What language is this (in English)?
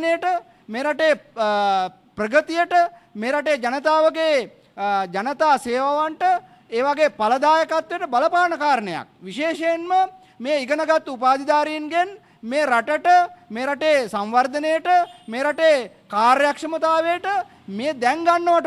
Sinhala